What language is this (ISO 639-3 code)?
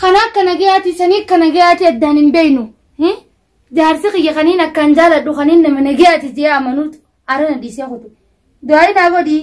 orm